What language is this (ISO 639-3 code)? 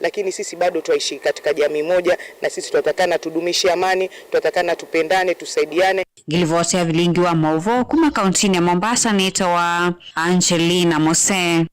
kam